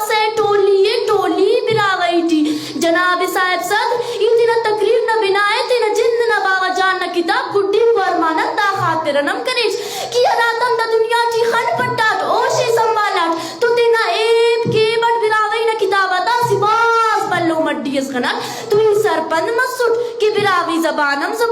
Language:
Brahui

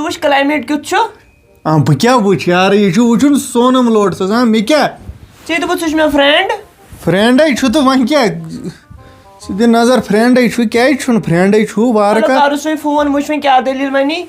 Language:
Kashmiri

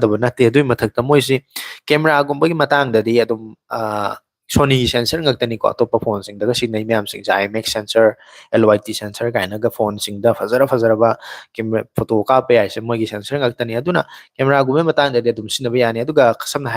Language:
Manipuri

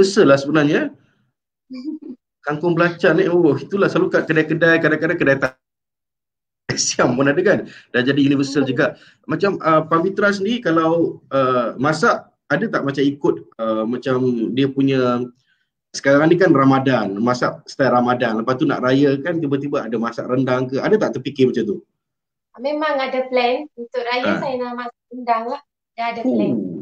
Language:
Malay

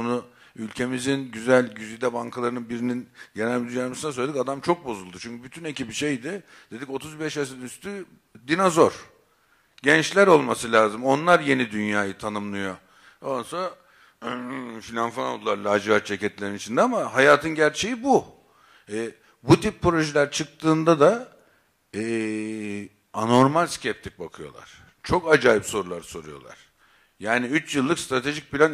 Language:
Turkish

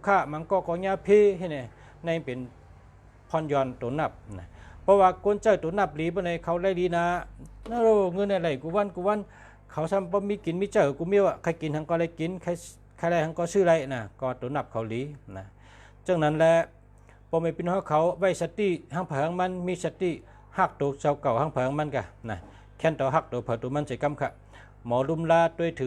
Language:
Shan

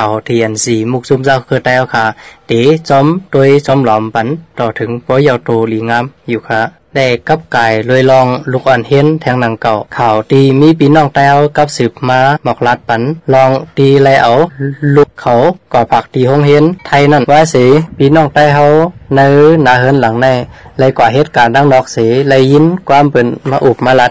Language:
Lao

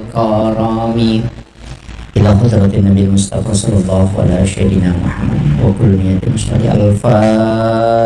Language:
Buginese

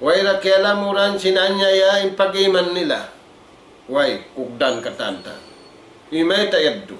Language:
Tausug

